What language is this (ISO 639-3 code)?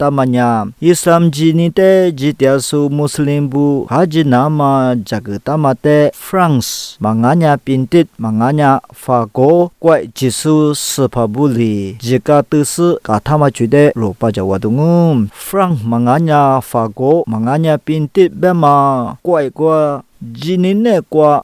lis